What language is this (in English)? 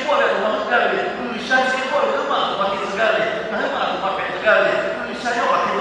Lahu